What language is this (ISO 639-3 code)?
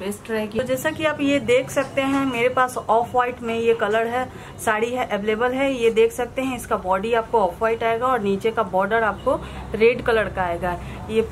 hin